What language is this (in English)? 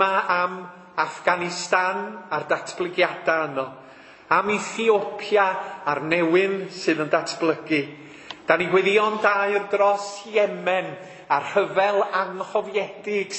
Welsh